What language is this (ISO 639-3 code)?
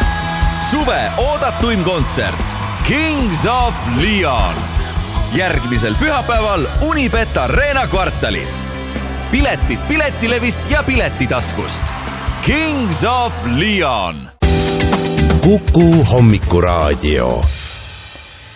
est